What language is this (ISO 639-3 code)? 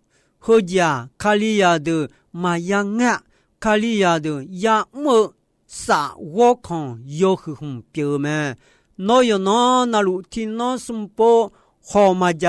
ahk